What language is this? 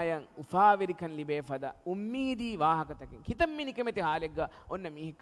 Divehi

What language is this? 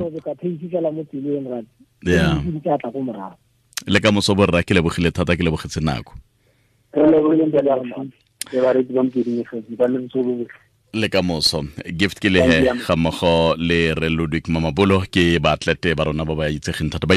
Tswana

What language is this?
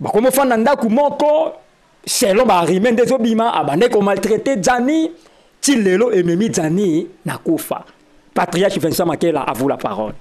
Lingala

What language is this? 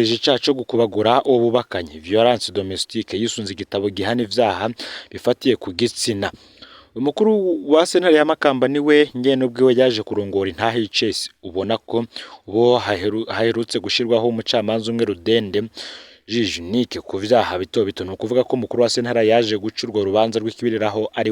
Rundi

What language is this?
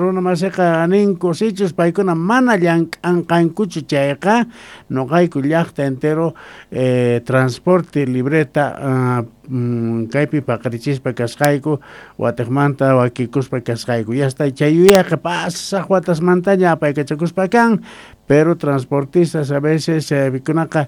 South Bolivian Quechua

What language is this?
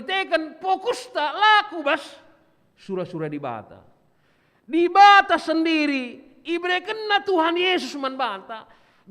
Batak Karo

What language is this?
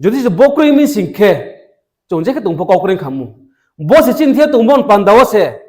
Riang (India)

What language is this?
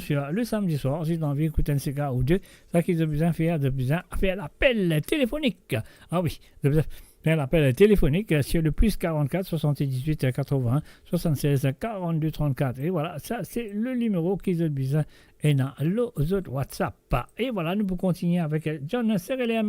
Morisyen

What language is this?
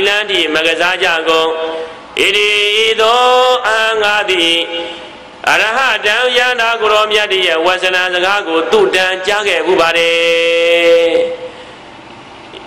Burmese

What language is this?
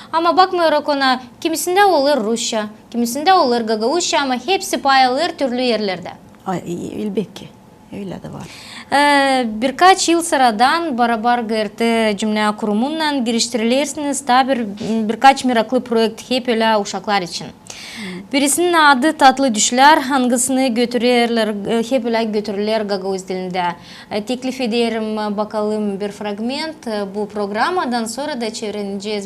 Gagauz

